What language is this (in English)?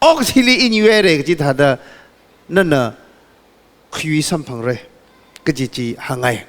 Tangkhul Naga (India)